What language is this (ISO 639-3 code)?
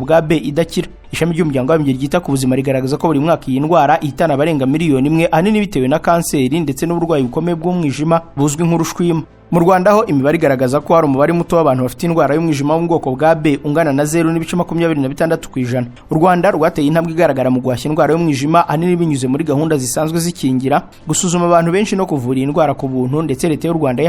kin